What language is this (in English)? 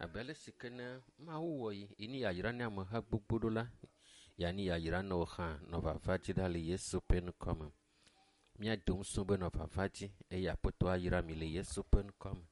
Ewe